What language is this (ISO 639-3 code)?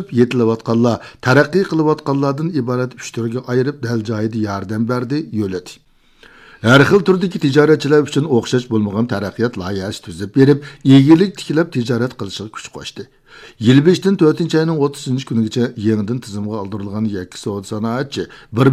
uig